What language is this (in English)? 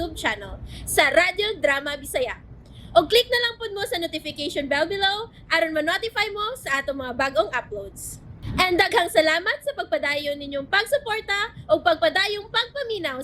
Cebuano